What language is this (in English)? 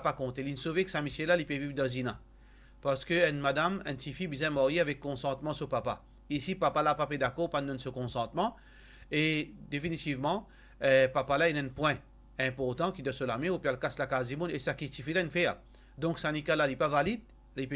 Morisyen